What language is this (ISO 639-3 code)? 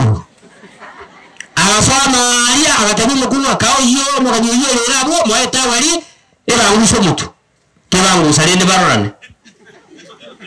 swa